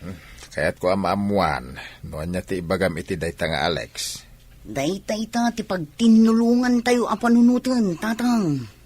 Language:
Iloko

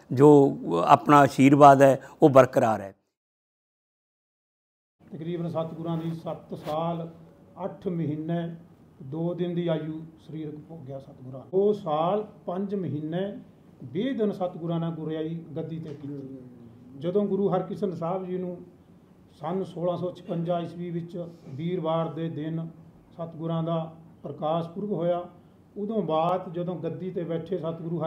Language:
Punjabi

